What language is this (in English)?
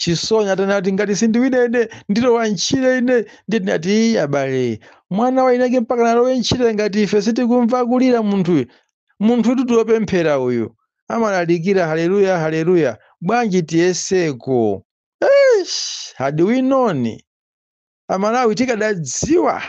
Nyanja